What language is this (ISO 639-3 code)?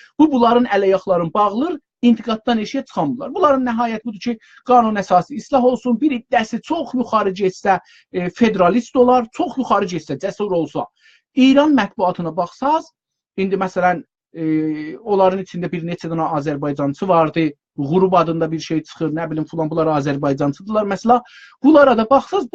azb